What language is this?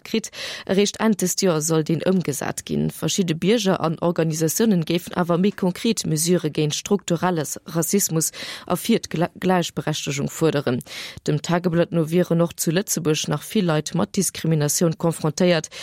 Luxembourgish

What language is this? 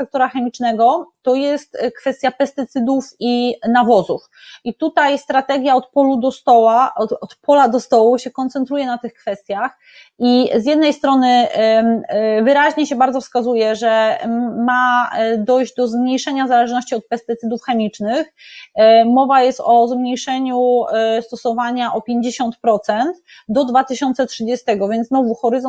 Polish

